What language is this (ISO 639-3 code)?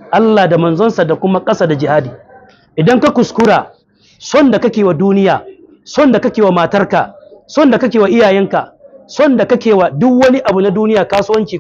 hau